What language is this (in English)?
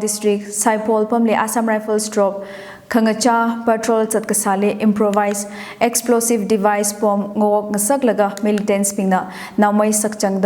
Tangkhul Naga (India)